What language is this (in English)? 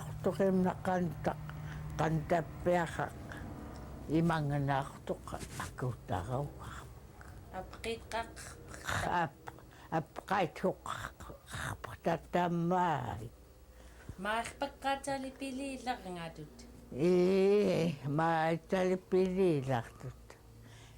Central Yupik